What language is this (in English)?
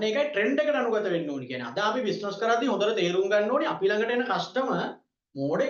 Sinhala